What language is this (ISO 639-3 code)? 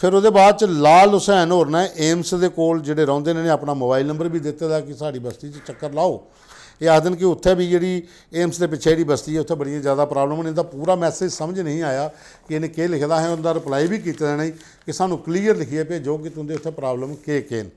doi